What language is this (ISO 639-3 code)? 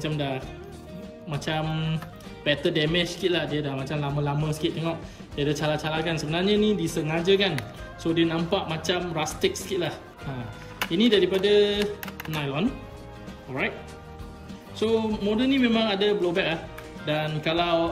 msa